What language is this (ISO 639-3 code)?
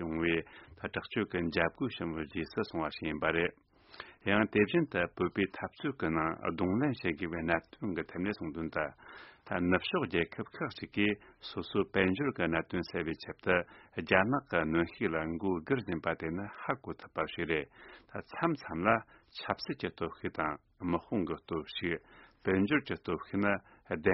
bod